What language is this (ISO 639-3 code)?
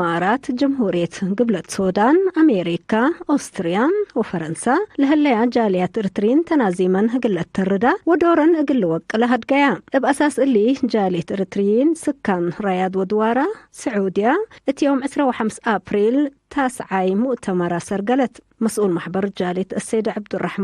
tig